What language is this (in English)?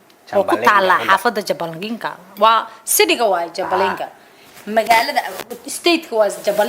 Somali